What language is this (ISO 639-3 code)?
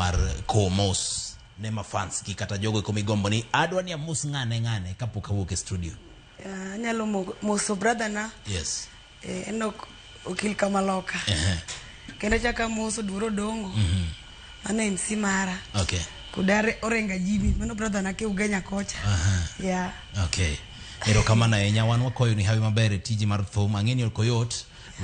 luo